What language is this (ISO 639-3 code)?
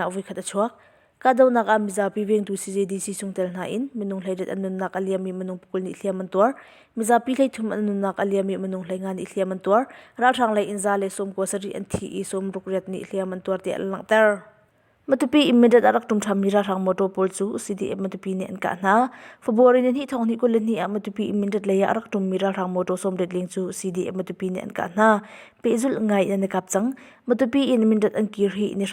cnh